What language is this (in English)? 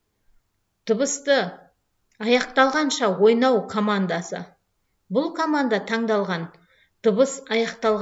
Kazakh